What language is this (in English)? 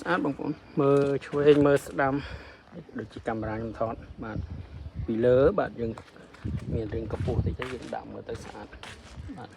Khmer